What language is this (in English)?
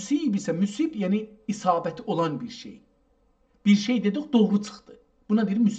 South Azerbaijani